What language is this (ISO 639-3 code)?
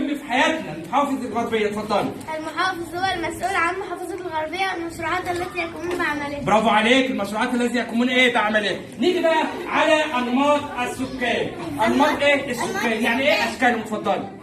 arz